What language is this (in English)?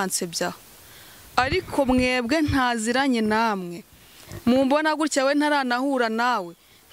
Kinyarwanda